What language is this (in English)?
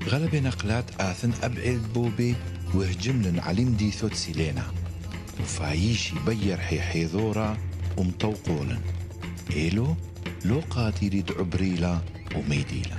Turoyo